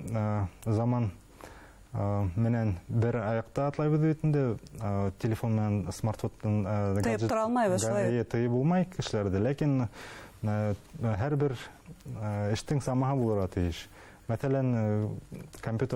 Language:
Bashkir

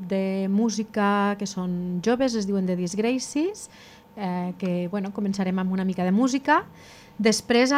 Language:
Catalan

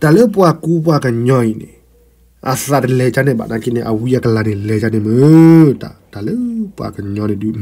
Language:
S'gaw Karen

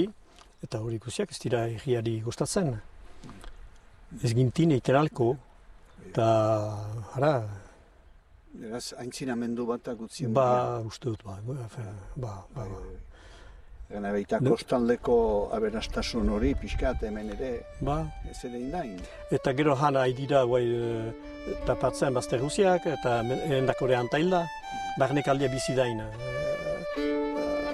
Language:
Basque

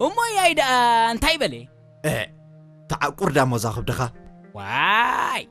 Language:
Tigrinya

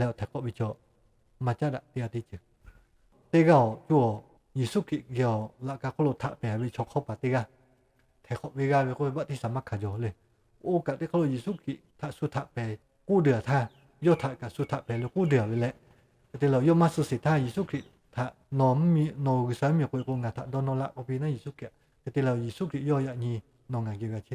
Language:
Lahu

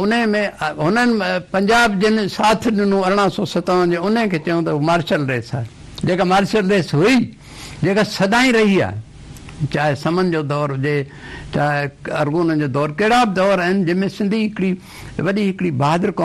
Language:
Sindhi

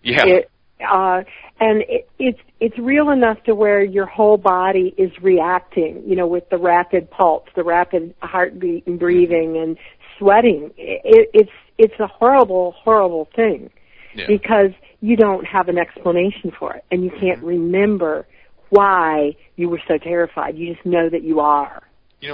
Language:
English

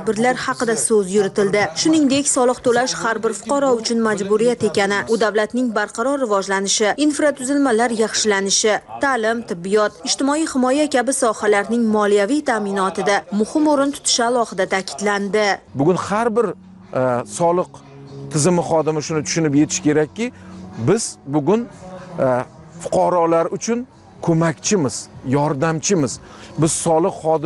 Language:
Uzbek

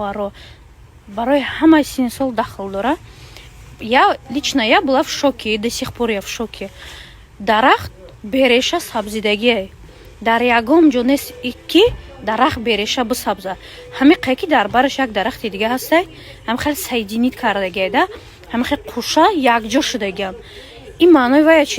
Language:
Tajik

